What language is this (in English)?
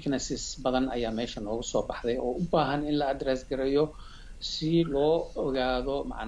Somali